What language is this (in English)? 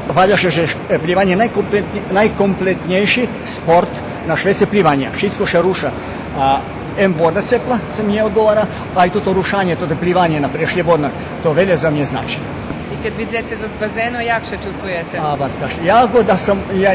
Rusyn